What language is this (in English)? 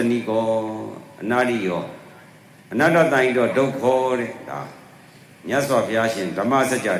Burmese